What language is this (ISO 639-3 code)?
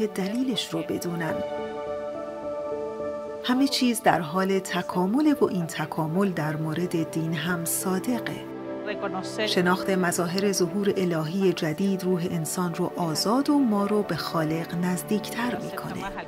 fas